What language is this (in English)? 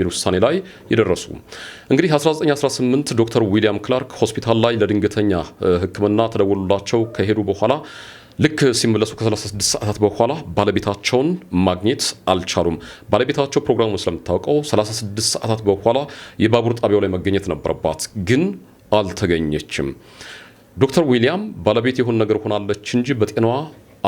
Amharic